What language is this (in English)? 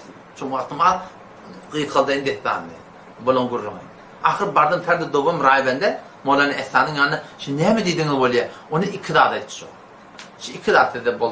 Turkmen